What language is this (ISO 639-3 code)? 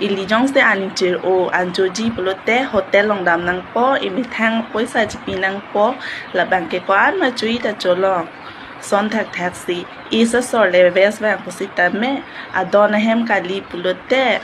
mjw